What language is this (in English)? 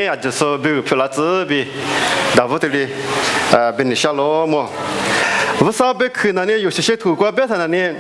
Lisu